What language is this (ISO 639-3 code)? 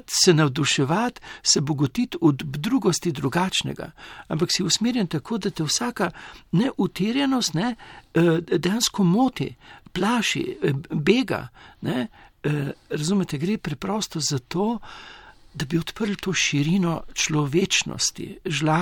slv